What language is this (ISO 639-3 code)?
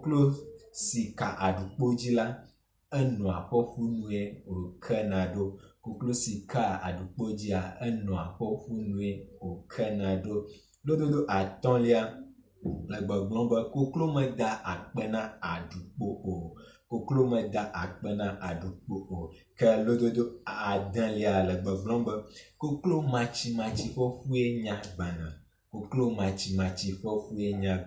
ewe